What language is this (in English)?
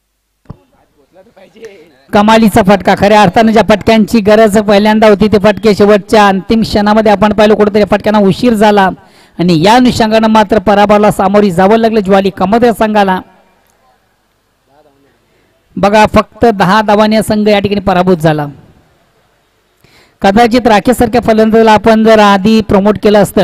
Marathi